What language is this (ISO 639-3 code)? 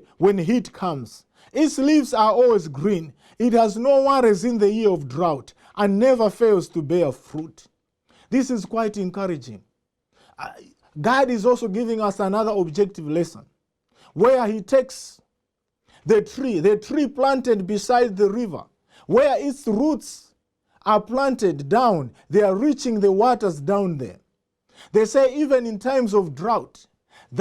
eng